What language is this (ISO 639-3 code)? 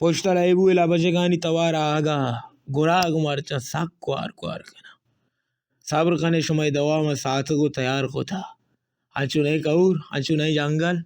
bal